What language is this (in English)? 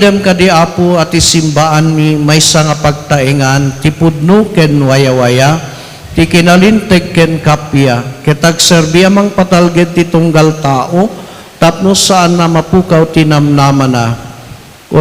Iloko